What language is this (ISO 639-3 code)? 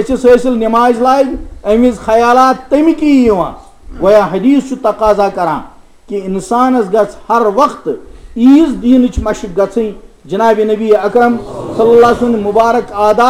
kas